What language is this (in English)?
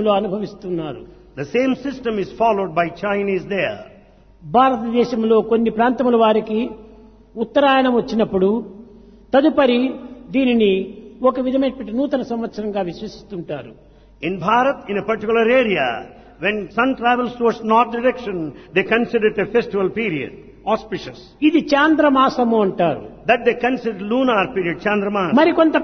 Telugu